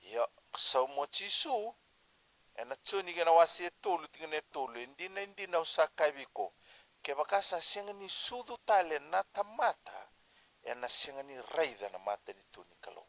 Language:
Fijian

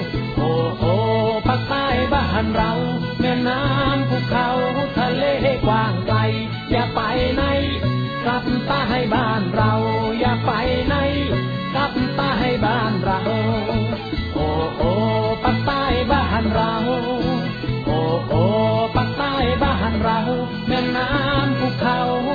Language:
Thai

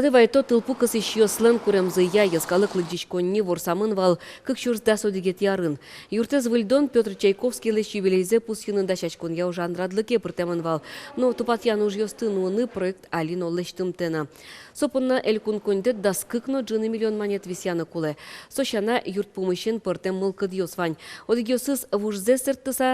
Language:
Udmurt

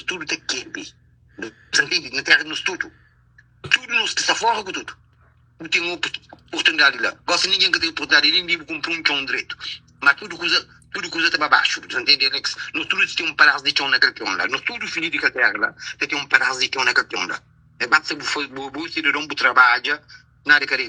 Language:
Kabuverdianu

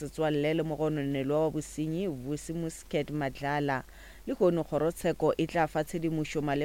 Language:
Northern Sotho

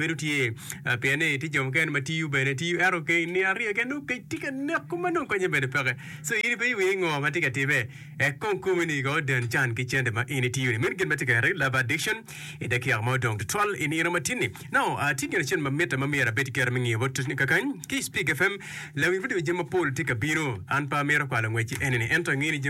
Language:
Acoli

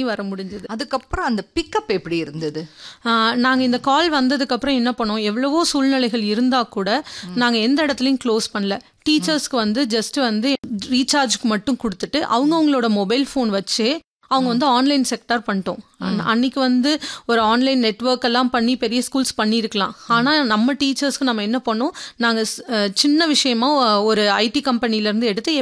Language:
Tamil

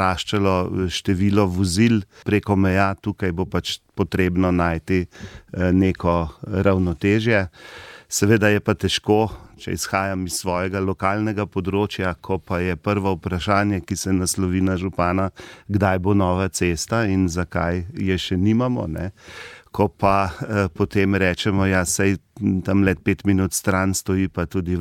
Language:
Slovenian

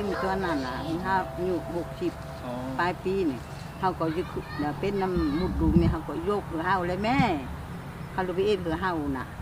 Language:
Lao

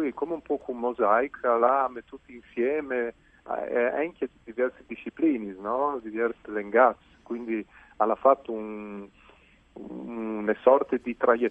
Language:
Friulian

